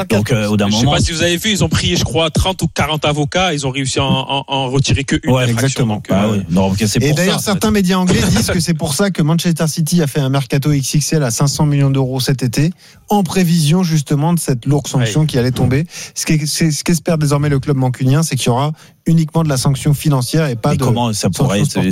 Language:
French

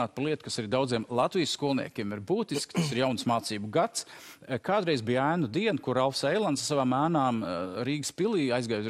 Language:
Latvian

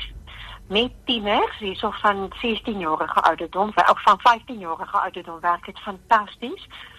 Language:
Afrikaans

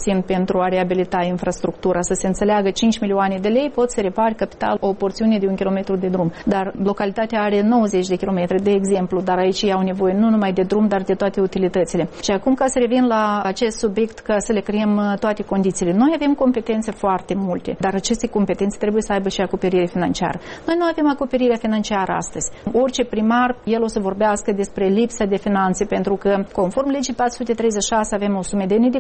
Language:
Romanian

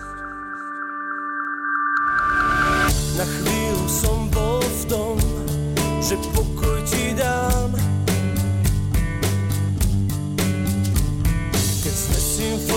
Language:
Slovak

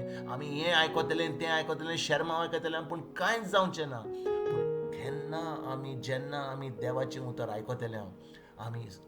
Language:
Konkani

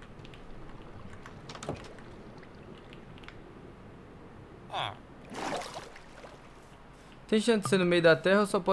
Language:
Portuguese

